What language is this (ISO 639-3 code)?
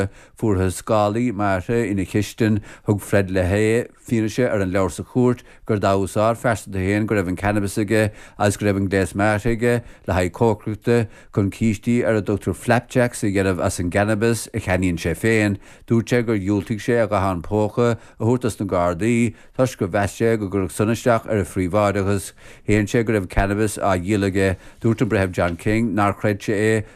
gle